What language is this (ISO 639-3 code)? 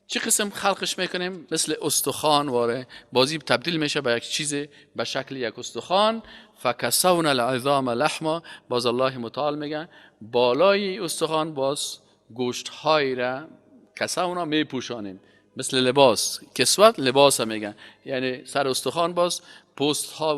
fas